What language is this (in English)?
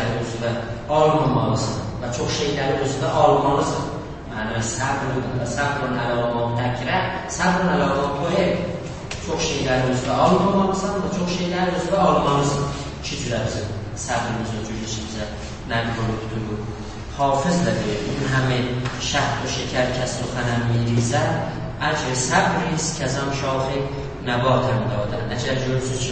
South Azerbaijani